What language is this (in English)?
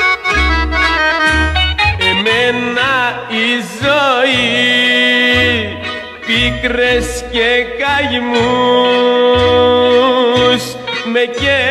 Greek